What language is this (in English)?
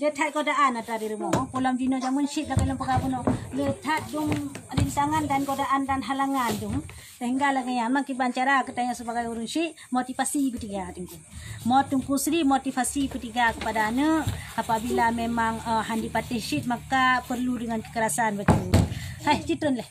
Achinese